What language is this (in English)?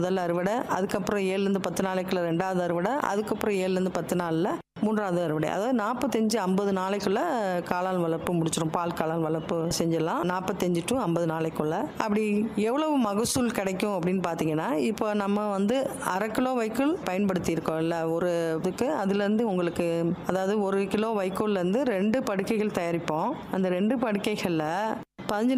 Tamil